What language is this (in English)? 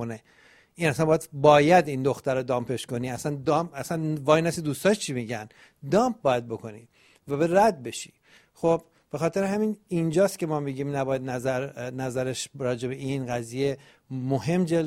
Persian